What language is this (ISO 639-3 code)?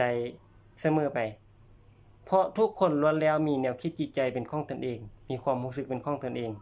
lao